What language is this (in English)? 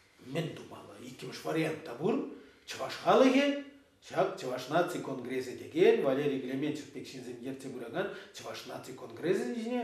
Chuvash